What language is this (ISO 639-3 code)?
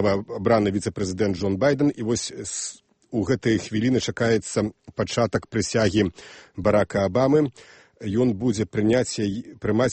bel